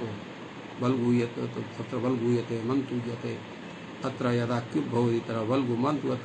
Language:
Sanskrit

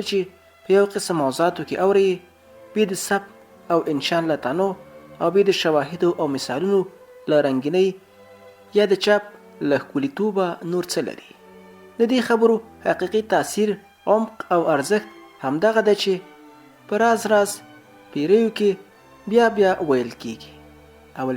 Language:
Pashto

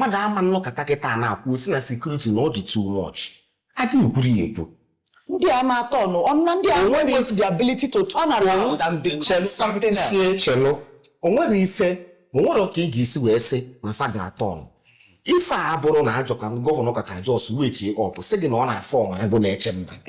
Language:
Igbo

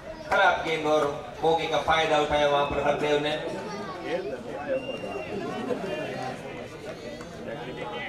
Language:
Hindi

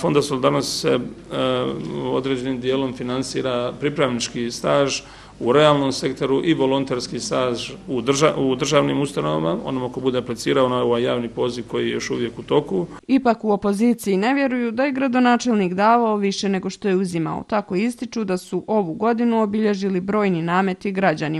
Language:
Bosnian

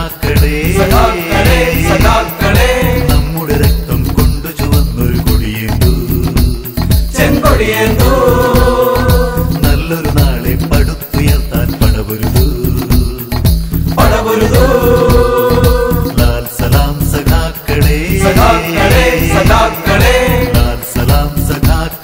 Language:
Malayalam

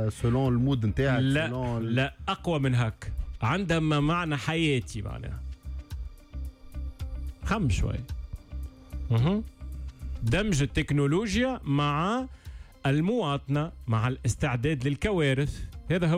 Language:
Tunisian Arabic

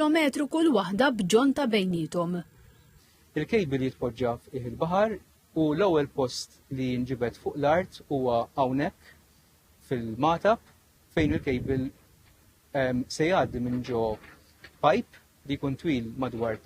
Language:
Maltese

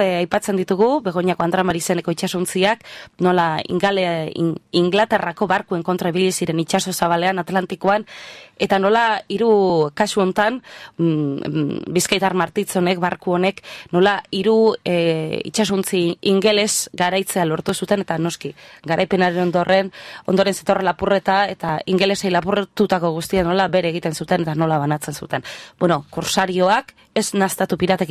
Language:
Basque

